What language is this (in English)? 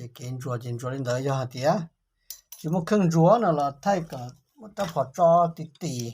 Hmong